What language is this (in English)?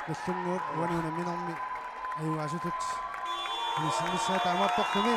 Kalaallisut